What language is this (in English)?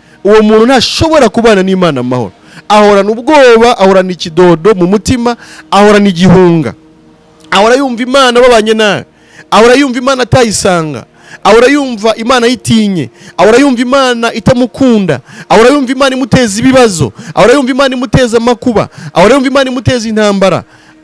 Kinyarwanda